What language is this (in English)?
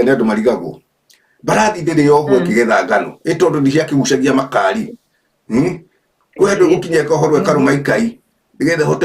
Kikuyu